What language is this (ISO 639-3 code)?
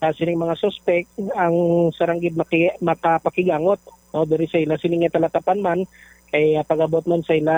hil